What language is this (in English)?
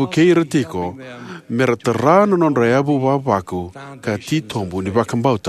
Fijian